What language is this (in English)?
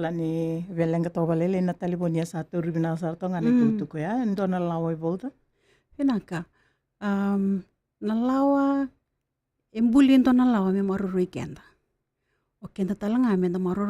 Fijian